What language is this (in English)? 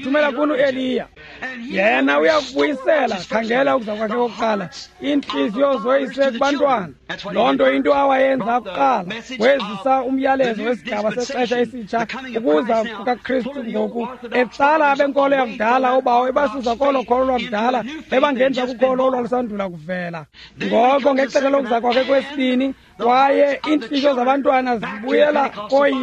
Xhosa